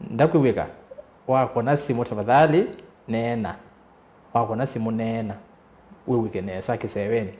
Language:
Kamba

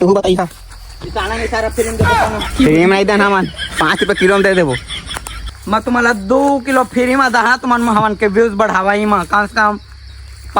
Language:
Chhattisgarhi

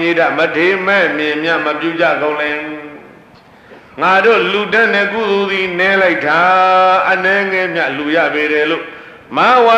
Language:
Burmese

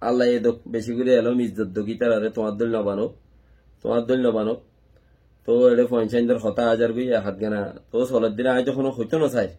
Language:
Rohingya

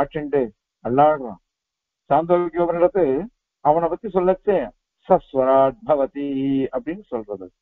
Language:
Tamil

